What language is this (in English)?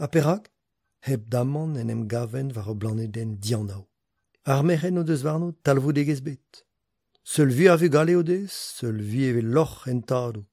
Breton